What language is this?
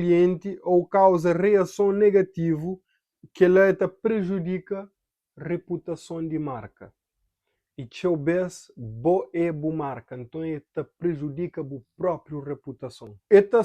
Kabuverdianu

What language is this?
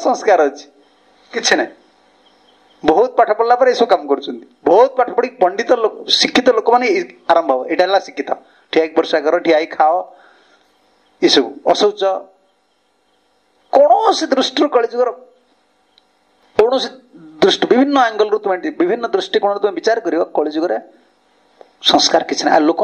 Odia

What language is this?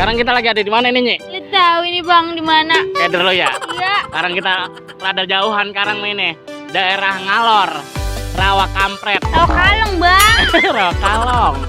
Betawi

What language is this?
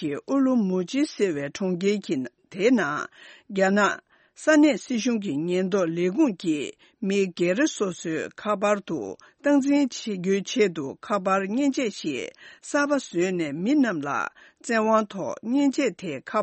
Tibetan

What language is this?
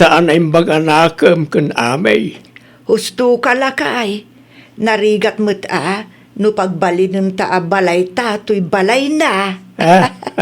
Iloko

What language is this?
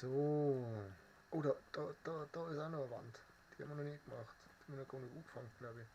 Bavarian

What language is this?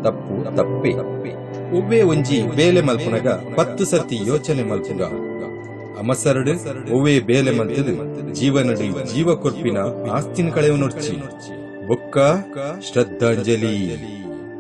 Tulu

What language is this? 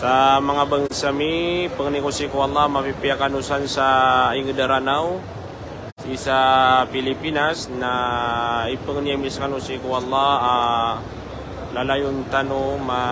Maranao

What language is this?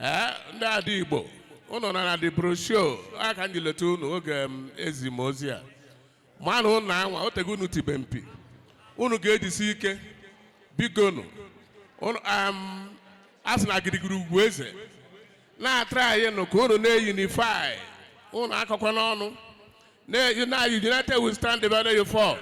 Igbo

